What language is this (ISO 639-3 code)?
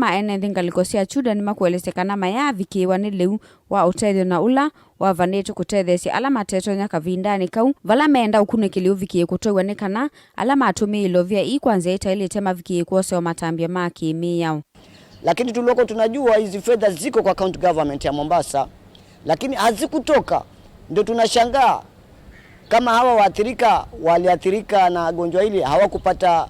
kam